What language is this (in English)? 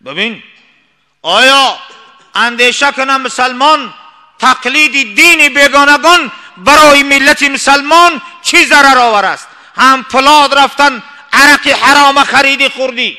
Tajik